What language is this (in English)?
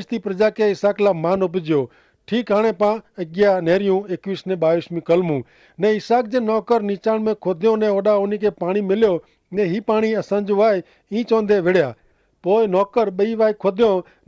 Kachhi